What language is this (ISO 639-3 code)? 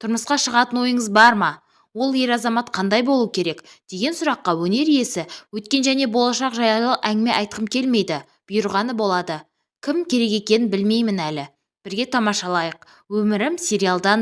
kaz